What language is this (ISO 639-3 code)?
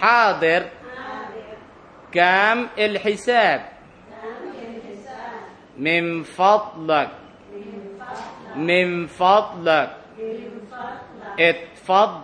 tha